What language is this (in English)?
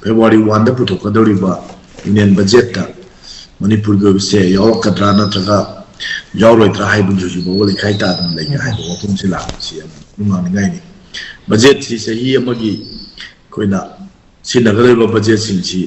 Manipuri